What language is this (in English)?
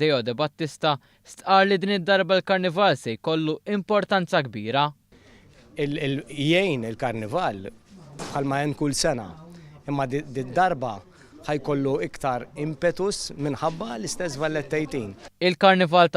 Maltese